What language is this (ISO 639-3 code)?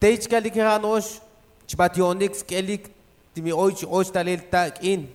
tzo